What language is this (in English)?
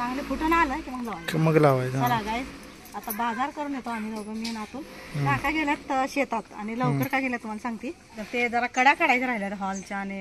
Marathi